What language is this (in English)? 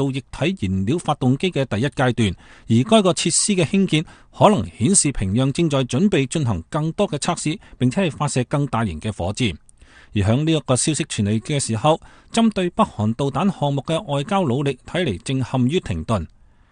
Cantonese